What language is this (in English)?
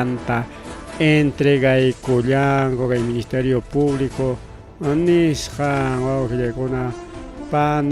Ayacucho Quechua